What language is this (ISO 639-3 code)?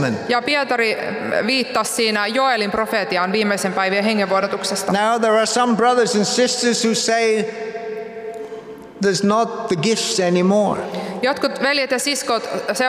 fin